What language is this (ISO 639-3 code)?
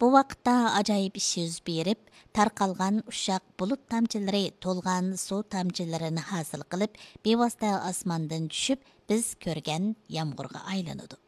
uig